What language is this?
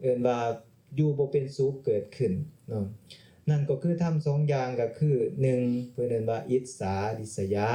Lao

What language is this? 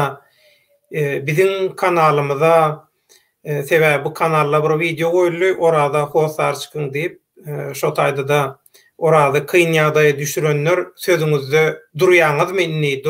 Turkmen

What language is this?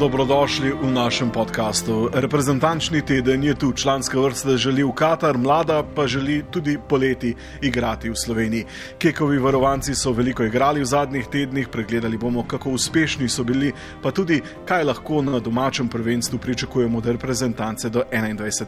Slovenian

